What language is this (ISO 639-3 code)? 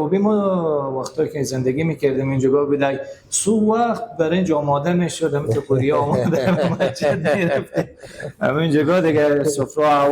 fas